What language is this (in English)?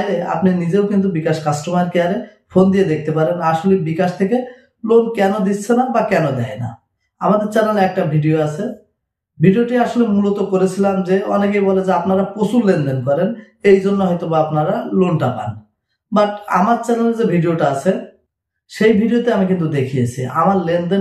Bangla